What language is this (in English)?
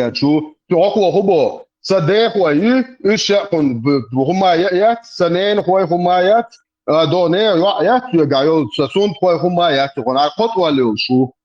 Chechen